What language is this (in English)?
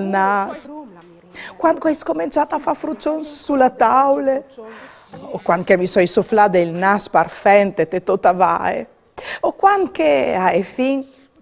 Friulian